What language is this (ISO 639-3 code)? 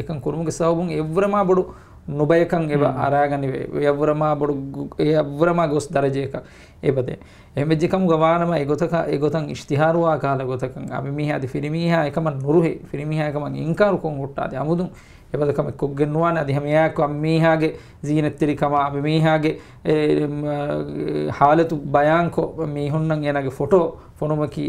div